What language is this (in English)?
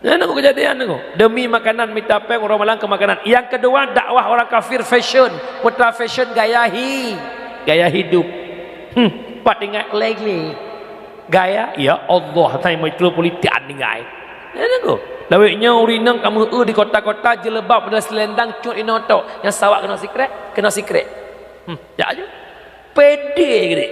Achinese